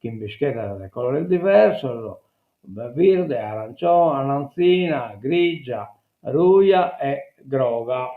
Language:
Sardinian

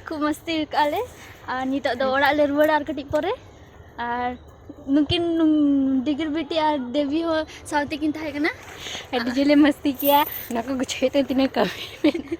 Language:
Santali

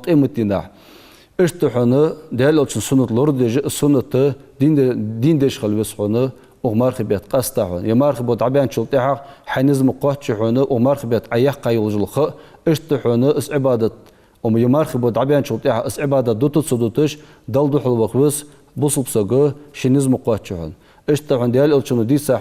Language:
Ingush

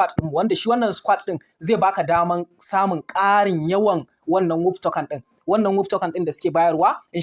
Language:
Hausa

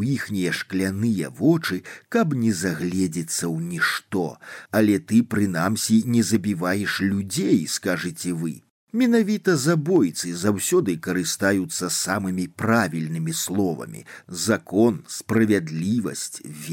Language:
Belarusian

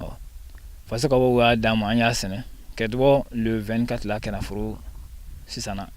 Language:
Bambara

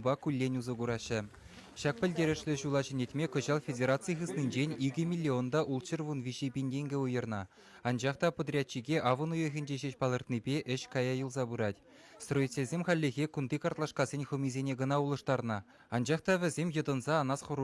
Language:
Chuvash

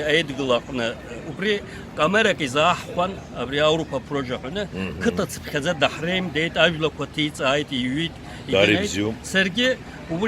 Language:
Abkhazian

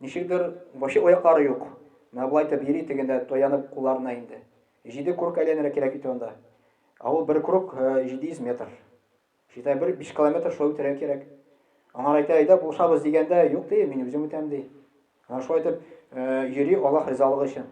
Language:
Tatar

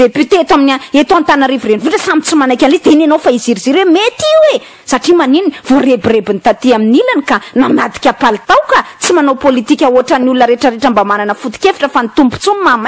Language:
Malagasy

